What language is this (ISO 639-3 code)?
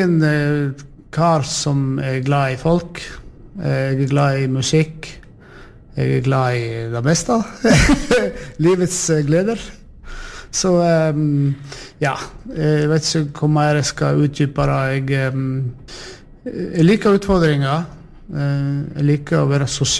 nor